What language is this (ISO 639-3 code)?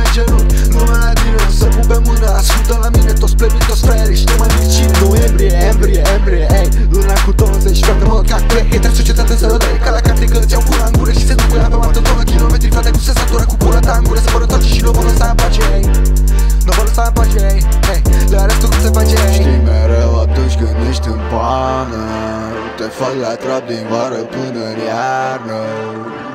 ron